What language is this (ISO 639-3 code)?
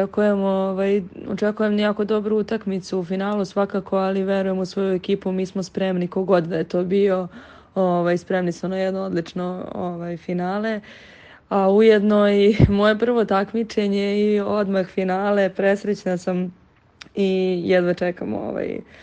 srp